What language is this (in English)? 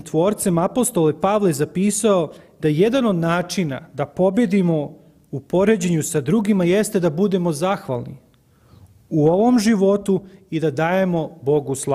Serbian